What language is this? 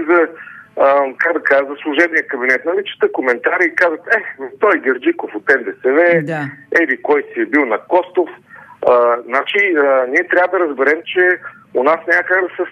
Bulgarian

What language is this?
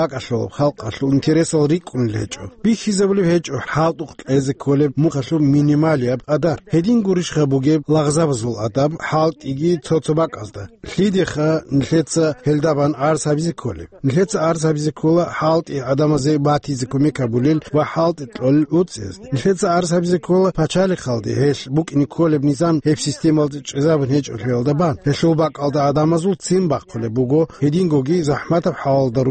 Avaric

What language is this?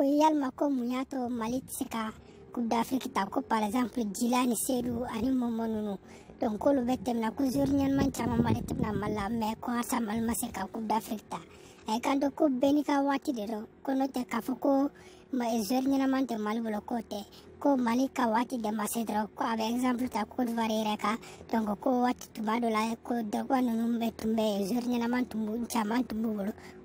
Bambara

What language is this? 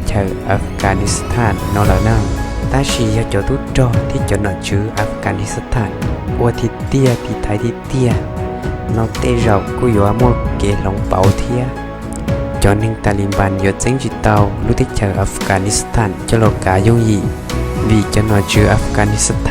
Hmong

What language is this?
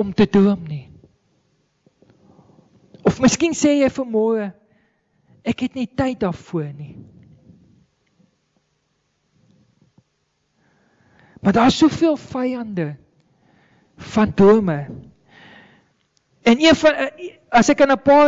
Afrikaans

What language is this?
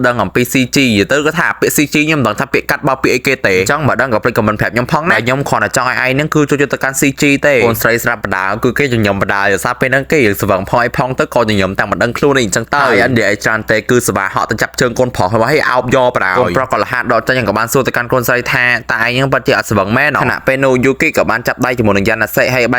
Khmer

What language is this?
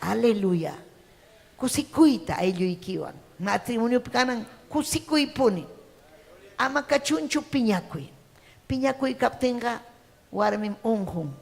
Ayacucho Quechua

